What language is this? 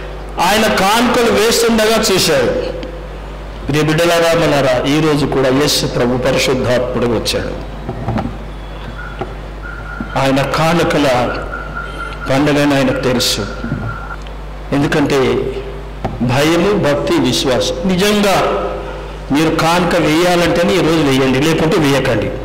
Telugu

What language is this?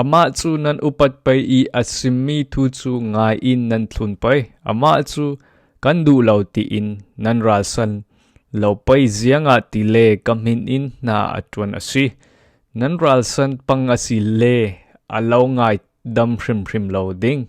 Falam Chin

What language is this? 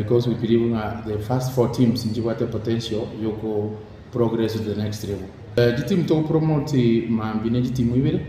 Gusii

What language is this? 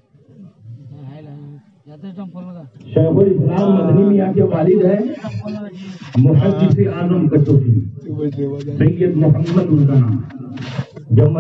Urdu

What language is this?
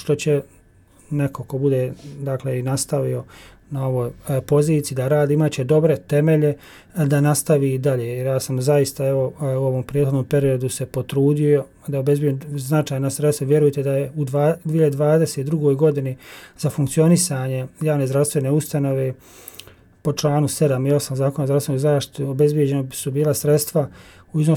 Bosnian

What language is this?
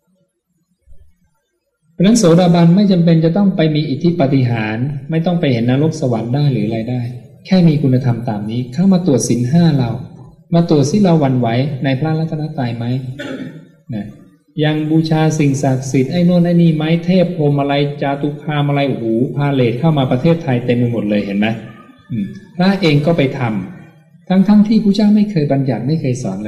Thai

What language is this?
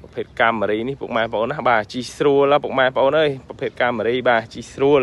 Khmer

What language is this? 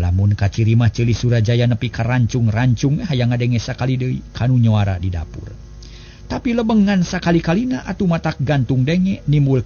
Sundanese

